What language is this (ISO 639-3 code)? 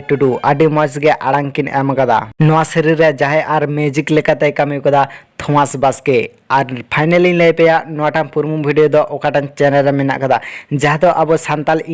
sat